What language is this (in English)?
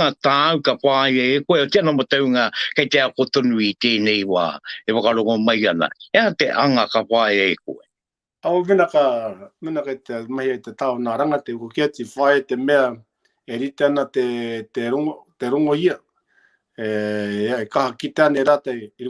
Māori